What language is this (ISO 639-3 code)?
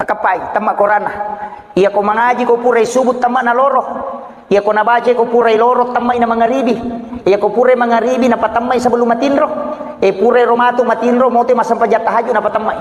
bug